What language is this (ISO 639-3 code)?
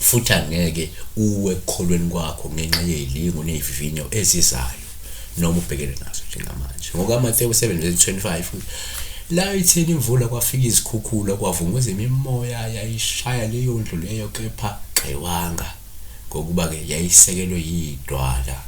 zul